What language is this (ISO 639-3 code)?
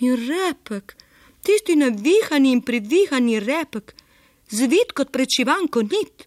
slv